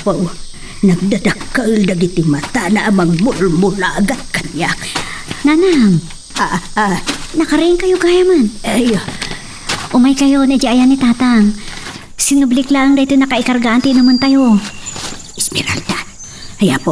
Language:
Iloko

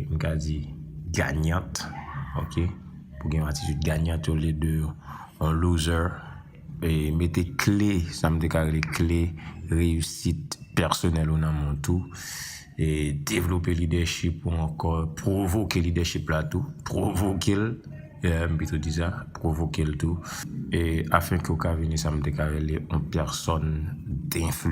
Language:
Haitian Creole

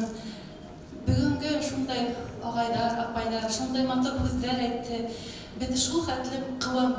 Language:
Bashkir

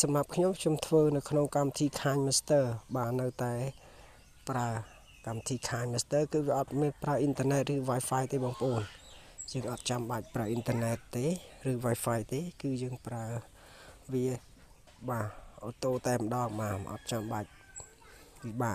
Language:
Khmer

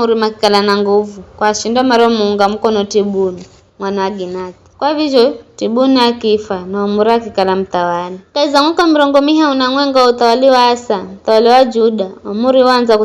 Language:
Giryama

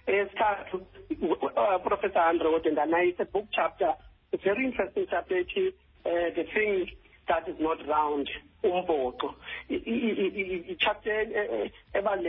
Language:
Xhosa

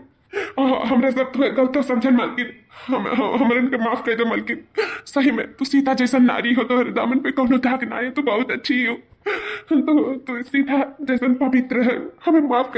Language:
Awadhi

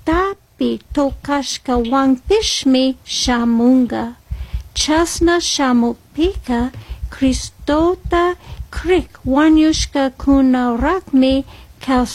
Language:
Chimborazo Highland Quichua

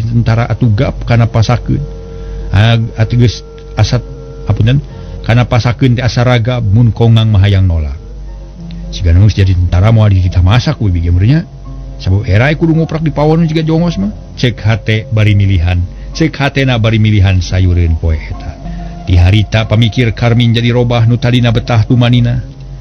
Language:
Sundanese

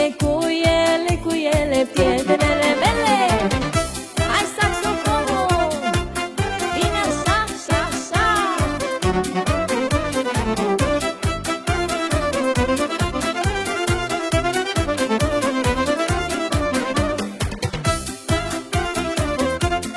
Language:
Romanian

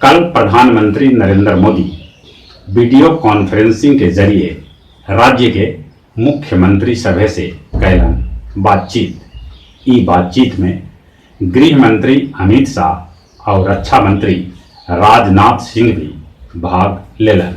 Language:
Magahi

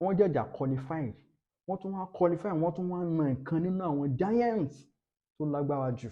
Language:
Yoruba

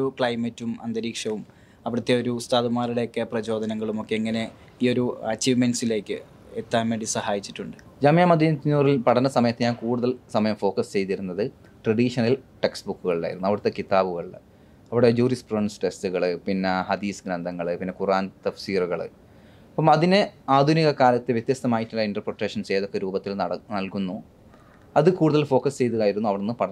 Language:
Malayalam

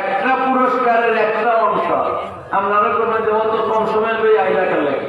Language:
Sylheti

